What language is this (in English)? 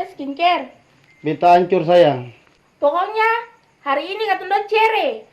Ambonese Malay